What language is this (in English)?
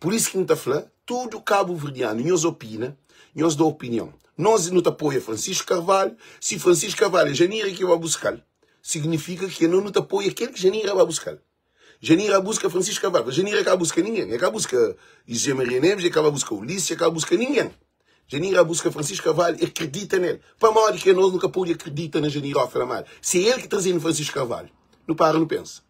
Kabuverdianu